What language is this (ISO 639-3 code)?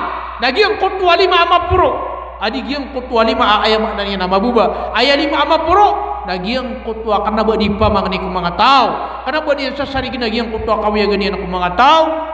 mrw